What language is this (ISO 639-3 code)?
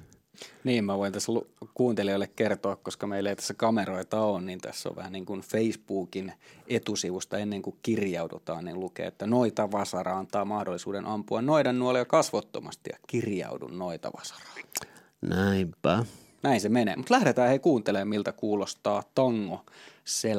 fin